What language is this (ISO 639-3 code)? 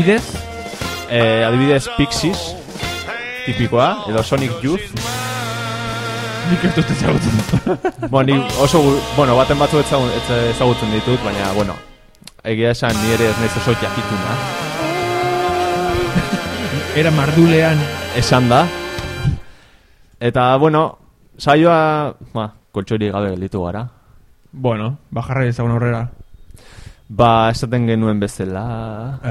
eus